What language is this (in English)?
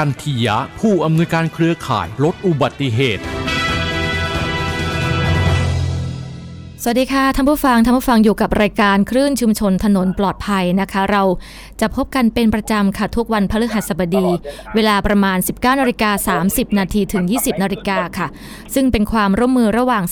Thai